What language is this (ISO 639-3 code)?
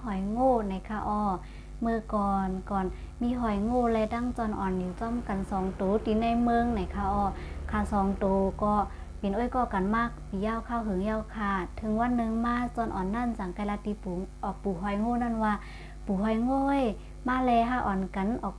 shn